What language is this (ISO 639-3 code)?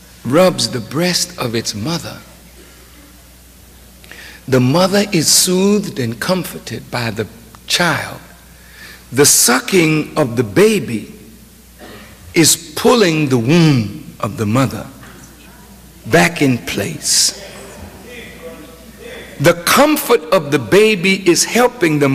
eng